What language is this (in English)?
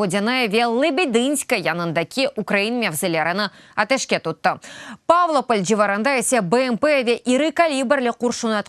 Crimean Tatar